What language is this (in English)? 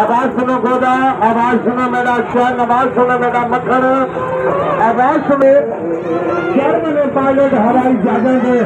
Saraiki